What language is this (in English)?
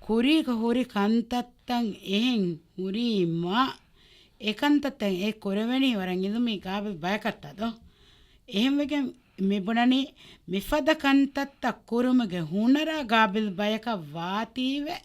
Divehi